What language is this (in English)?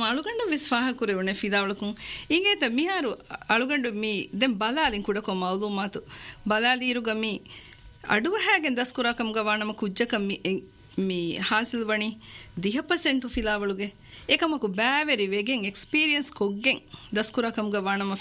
Divehi